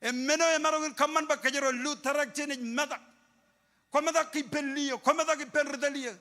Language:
Marshallese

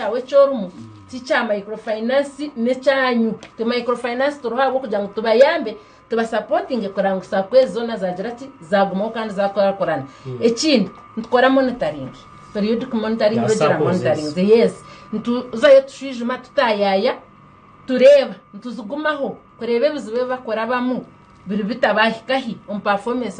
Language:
Nyankole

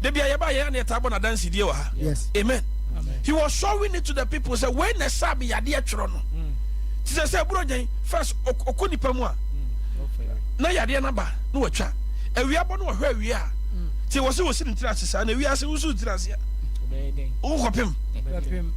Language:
Akan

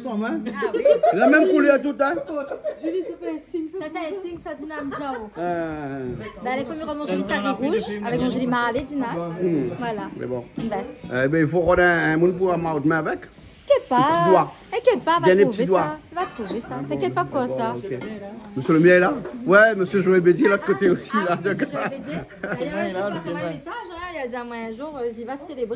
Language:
Réunion Creole French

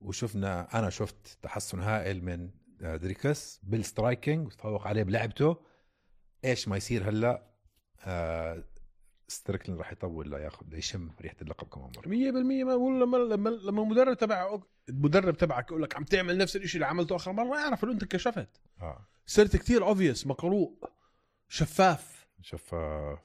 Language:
North Levantine Arabic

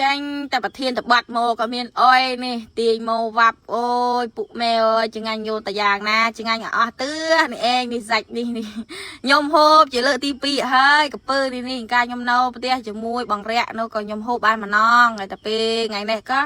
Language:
Khmer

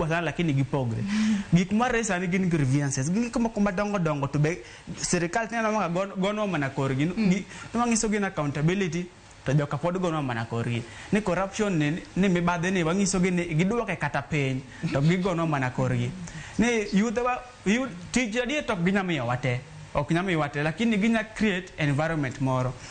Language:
Luo (Kenya and Tanzania)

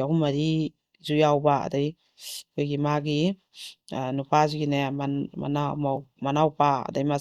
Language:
Manipuri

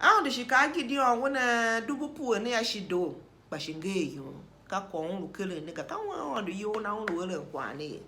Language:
Tiv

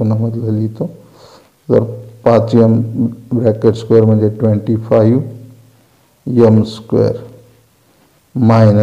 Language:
Marathi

